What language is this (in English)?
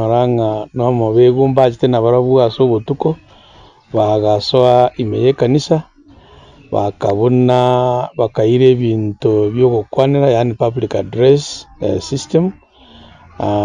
Gusii